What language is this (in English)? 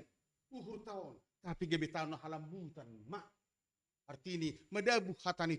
Batak Simalungun